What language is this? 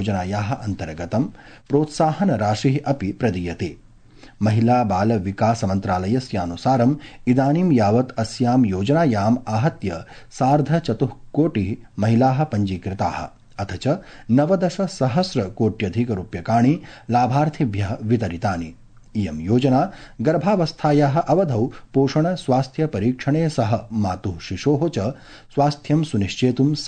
Sanskrit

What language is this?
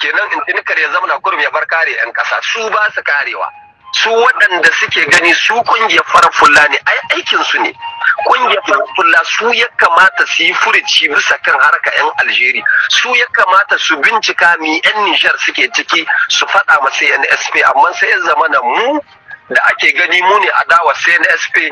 Hausa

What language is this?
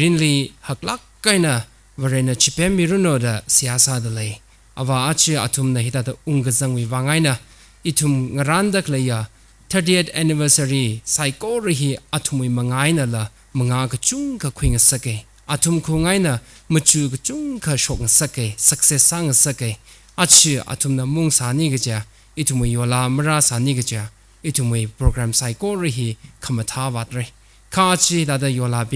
Tangkhul Naga (India)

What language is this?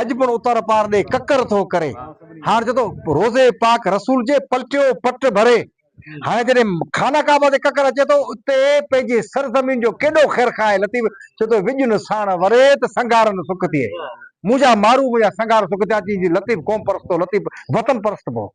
Sindhi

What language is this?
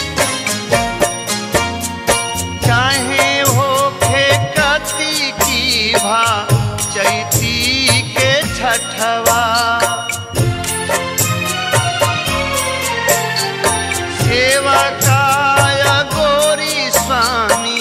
Bhojpuri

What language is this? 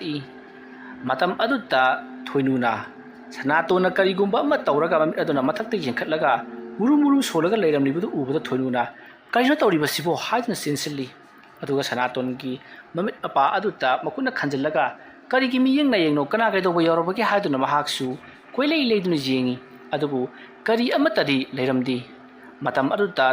Manipuri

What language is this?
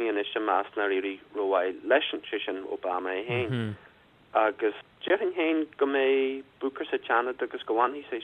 Irish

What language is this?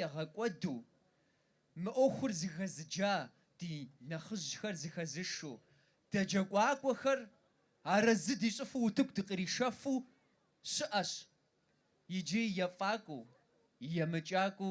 Kabardian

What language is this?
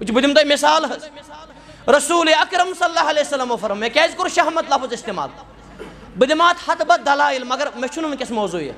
Kashmiri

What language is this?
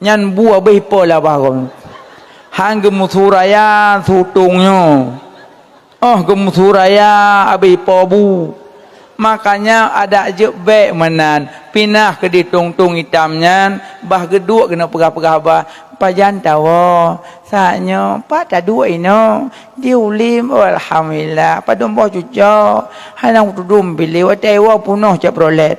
Achinese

